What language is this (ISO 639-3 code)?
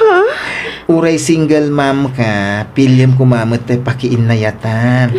ilo